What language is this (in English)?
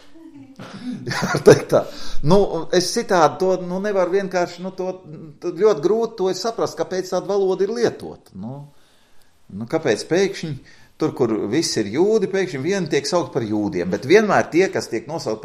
Latvian